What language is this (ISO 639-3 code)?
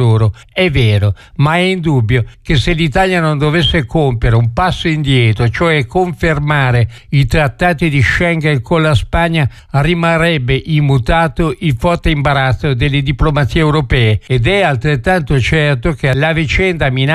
ita